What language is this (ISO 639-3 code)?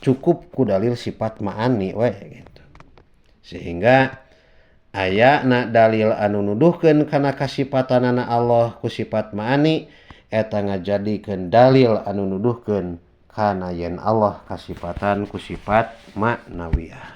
sun